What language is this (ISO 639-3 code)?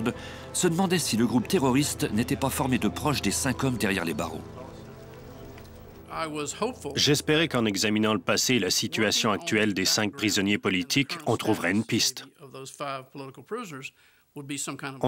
fra